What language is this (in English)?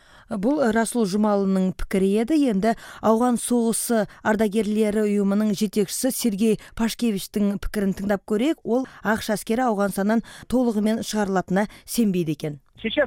Kazakh